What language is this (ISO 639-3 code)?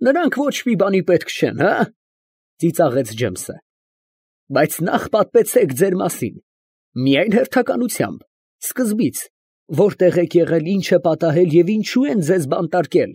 hye